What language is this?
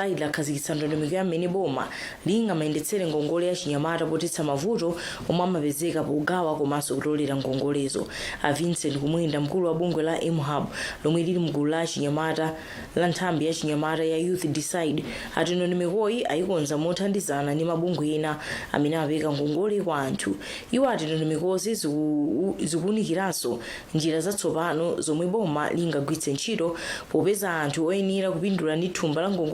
Nyanja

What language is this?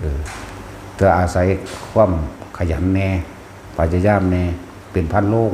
Northeastern Thai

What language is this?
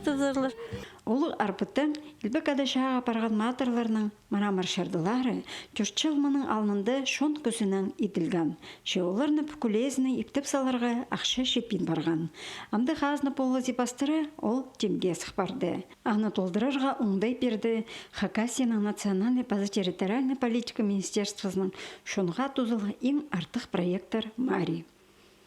Khakas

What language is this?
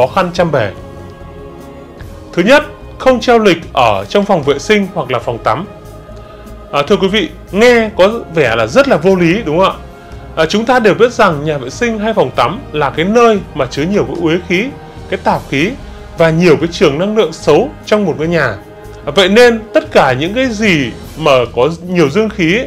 Vietnamese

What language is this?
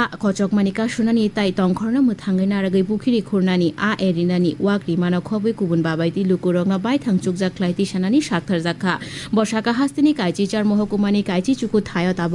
Kok Borok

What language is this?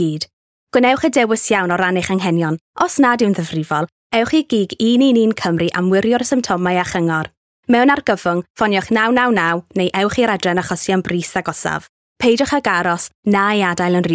Welsh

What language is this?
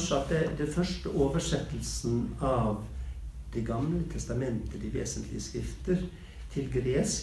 Norwegian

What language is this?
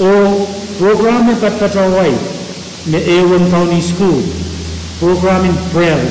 Pohnpeian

